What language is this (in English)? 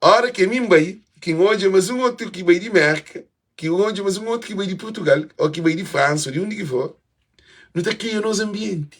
Kabuverdianu